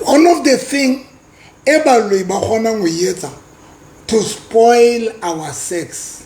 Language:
Southern Sotho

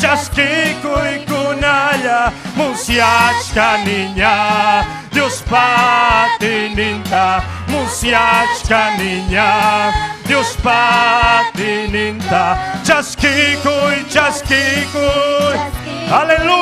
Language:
Ayacucho Quechua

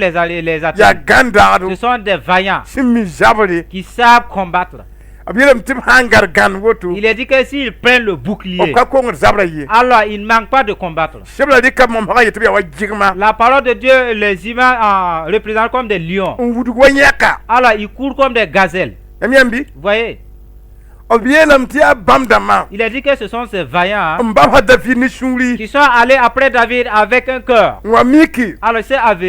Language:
Mossi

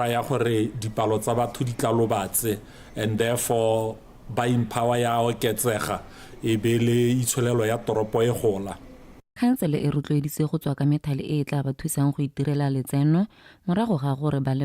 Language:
Tswana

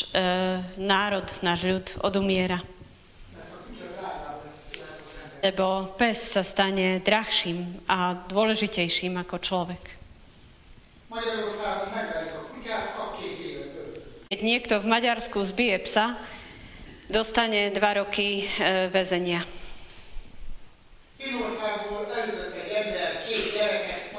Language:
Slovak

